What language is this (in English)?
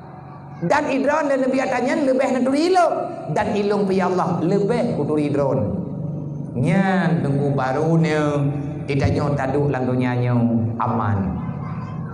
Achinese